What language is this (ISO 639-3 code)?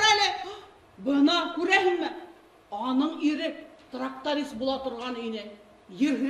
bak